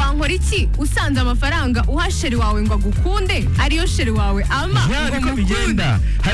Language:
Kinyarwanda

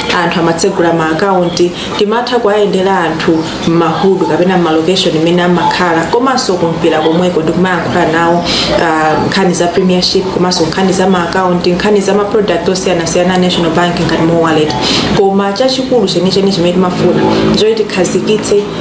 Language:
Nyanja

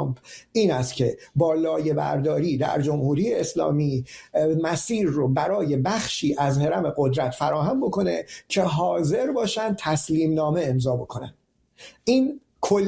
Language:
Persian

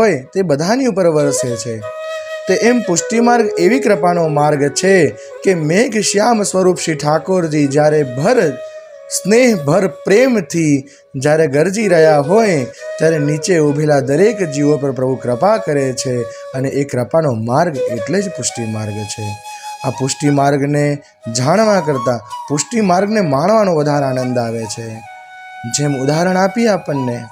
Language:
Gujarati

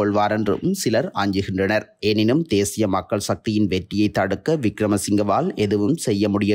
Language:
Tamil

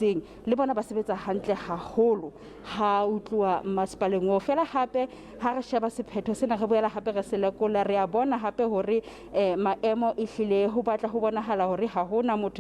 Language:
Southern Sotho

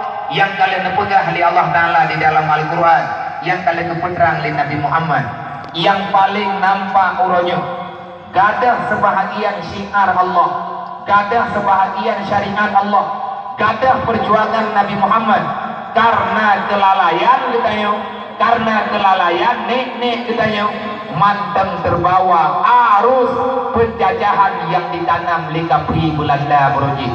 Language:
Achinese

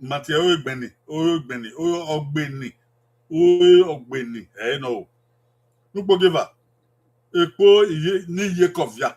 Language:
Bini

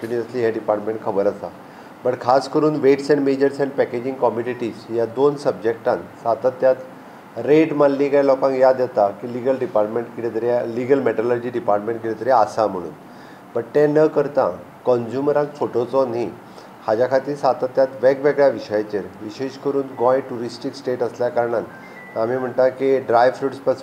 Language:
Konkani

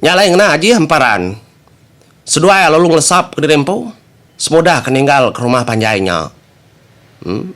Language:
Iban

